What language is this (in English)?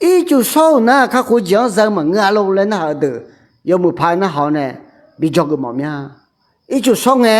Akha